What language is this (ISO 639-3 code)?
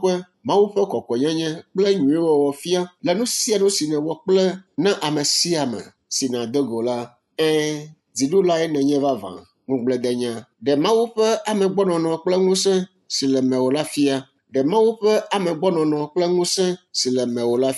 ewe